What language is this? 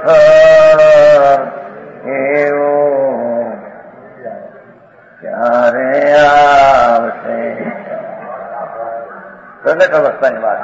Gujarati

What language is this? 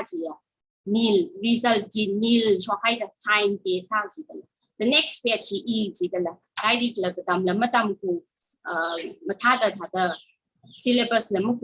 Tangkhul Naga (India)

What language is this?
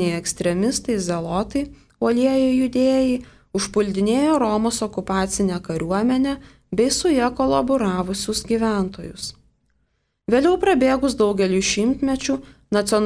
Lithuanian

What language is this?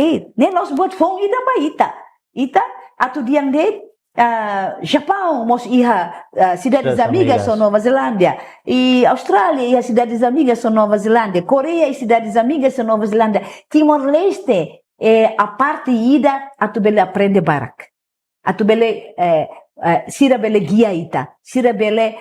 Tetum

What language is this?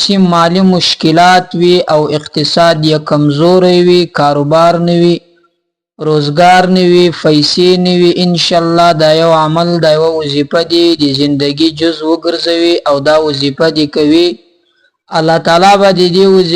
Pashto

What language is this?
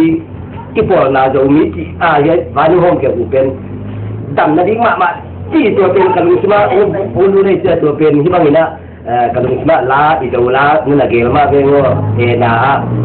Tedim Chin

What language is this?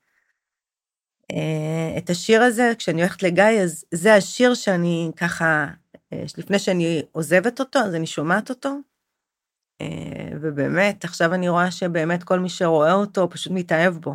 Hebrew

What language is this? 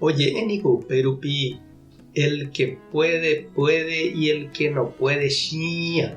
Guarani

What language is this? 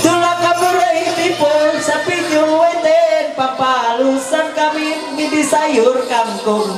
Ma'anyan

